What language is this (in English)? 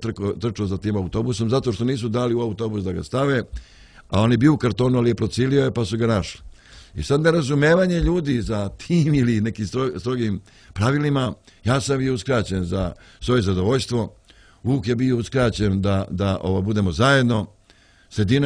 Serbian